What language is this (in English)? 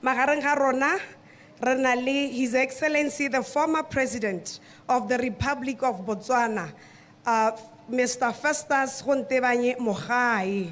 Tswana